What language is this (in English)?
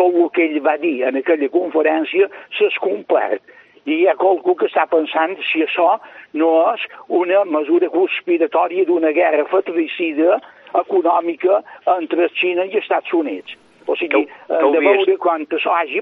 Catalan